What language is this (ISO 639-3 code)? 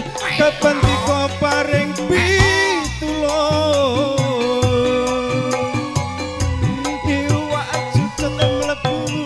jav